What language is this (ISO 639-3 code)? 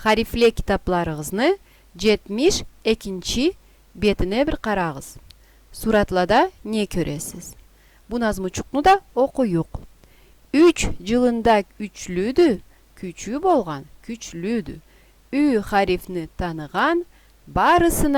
krc